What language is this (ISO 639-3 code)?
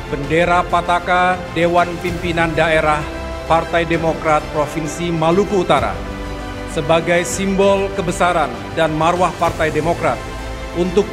ind